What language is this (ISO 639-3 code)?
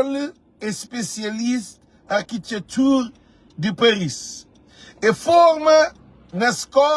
kea